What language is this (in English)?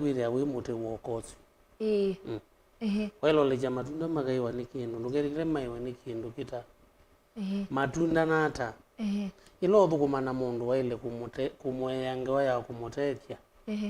Kamba